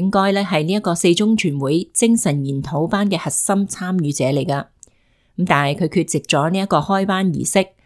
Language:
Cantonese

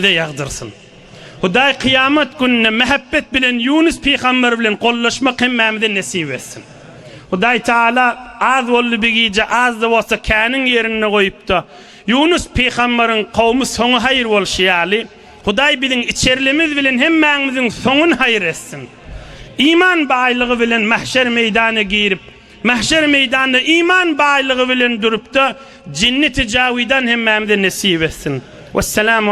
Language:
Turkmen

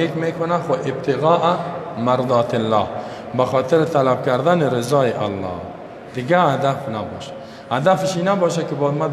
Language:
Persian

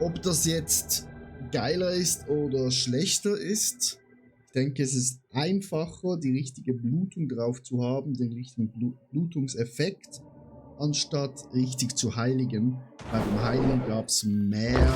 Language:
Swiss German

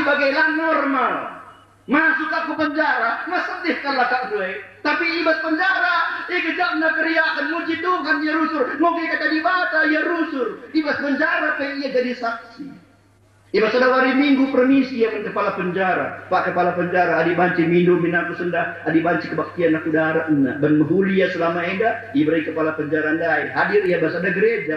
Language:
Batak Karo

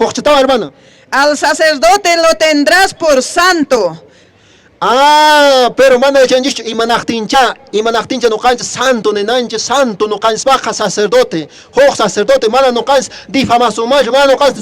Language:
Quechua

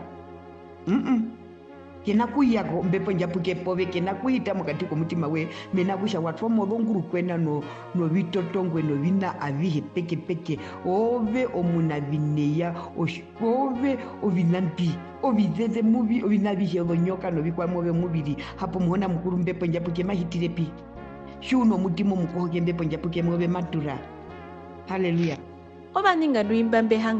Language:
Herero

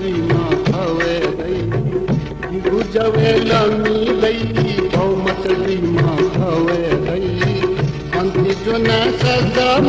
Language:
Newari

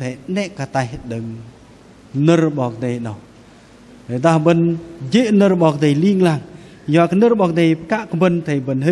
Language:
Bahnar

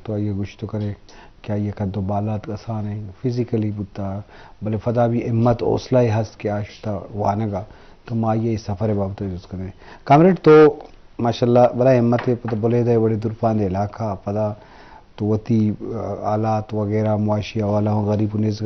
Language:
Eastern Balochi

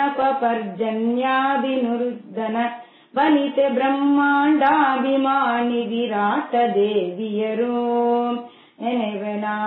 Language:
Kannada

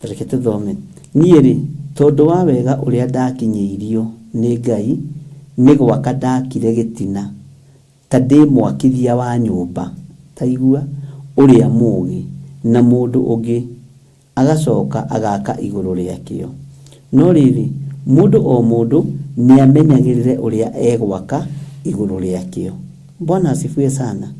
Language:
Kikuyu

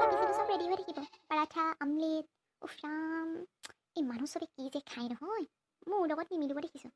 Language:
Assamese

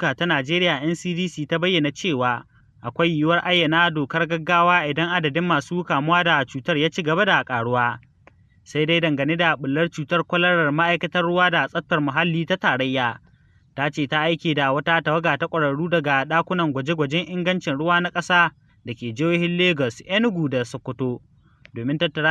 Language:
Hausa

